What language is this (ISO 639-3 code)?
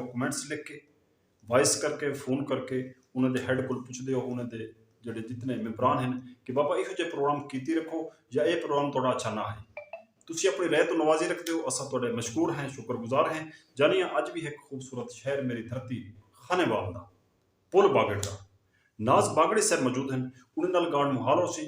skr